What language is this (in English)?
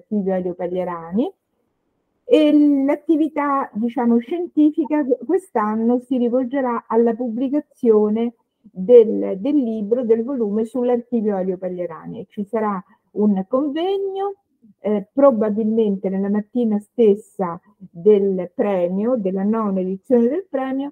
Italian